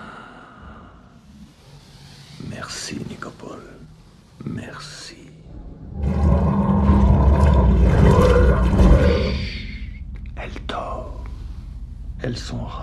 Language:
French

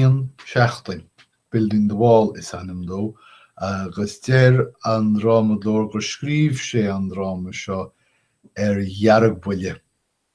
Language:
Irish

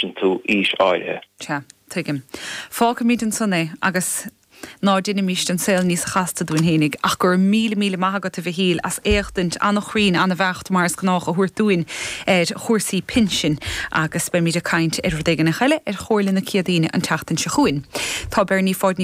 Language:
Irish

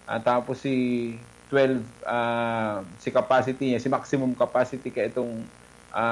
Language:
Bikol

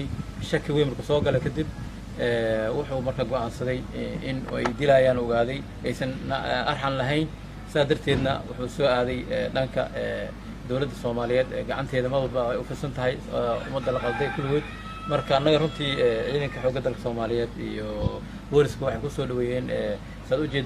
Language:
Somali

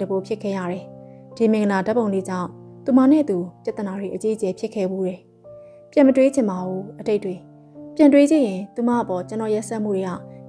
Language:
Burmese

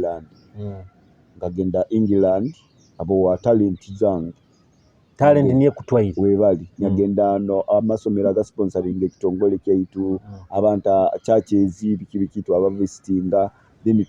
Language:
Nyoro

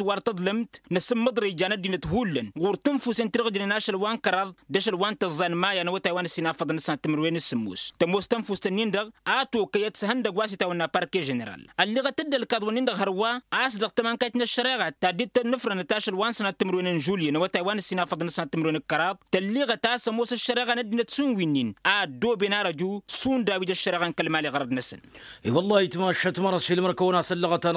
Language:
Tamasheq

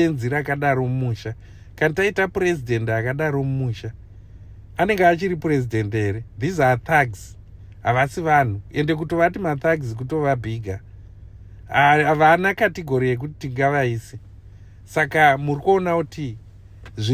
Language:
Shona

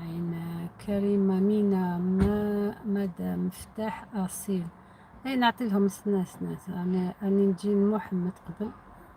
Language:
Algerian Arabic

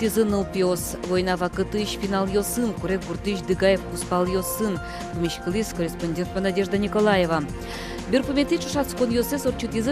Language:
Udmurt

